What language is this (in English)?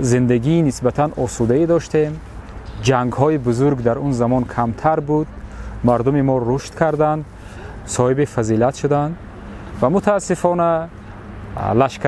Tajik